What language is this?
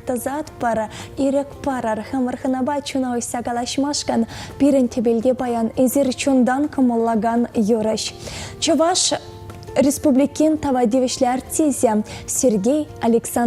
Chuvash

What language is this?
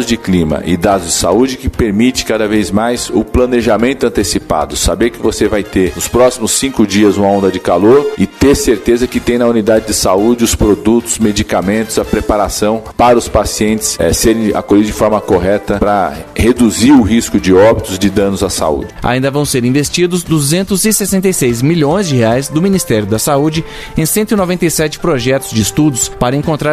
Portuguese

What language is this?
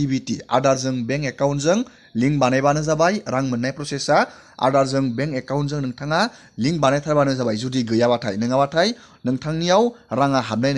Bodo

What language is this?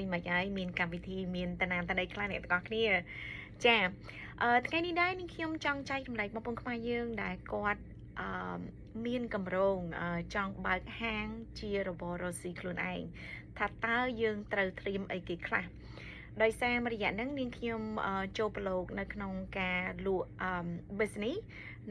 Khmer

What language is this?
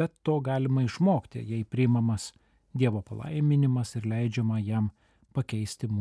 Lithuanian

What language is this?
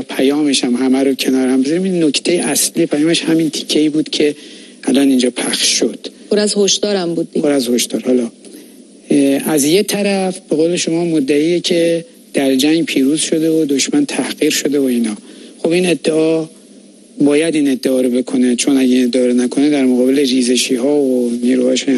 Persian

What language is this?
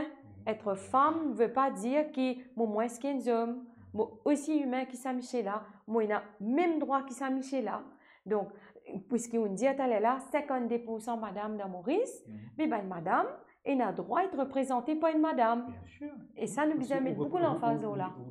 Morisyen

